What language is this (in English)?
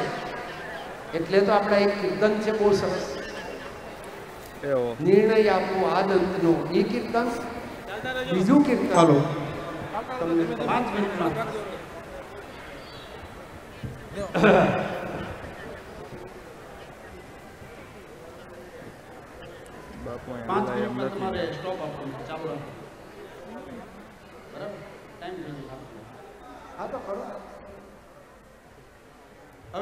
Gujarati